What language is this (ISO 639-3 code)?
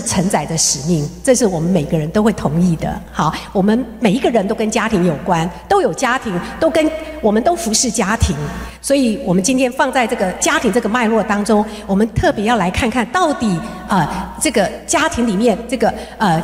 zho